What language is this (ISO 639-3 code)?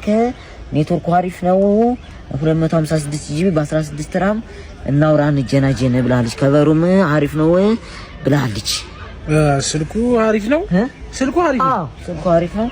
amh